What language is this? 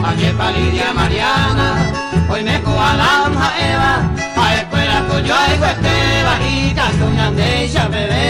Guarani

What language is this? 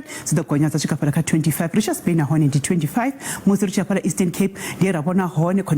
Venda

